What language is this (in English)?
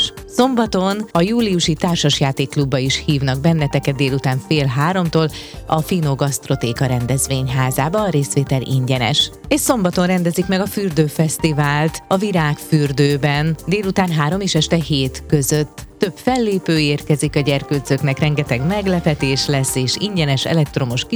Hungarian